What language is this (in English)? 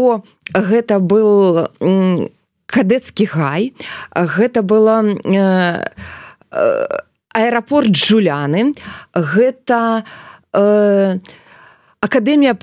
Belarusian